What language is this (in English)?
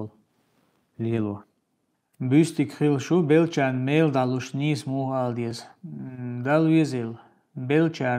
Chechen